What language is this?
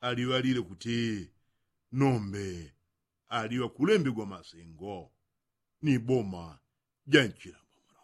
Yao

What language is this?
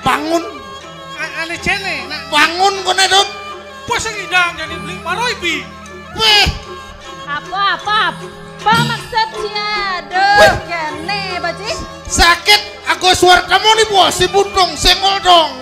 Balinese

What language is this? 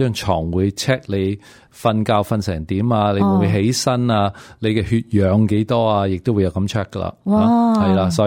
Cantonese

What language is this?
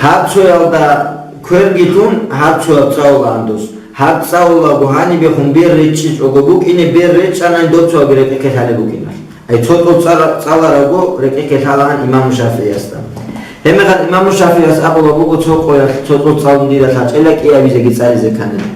Avaric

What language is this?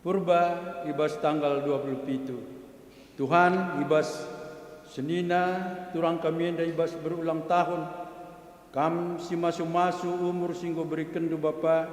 Batak Karo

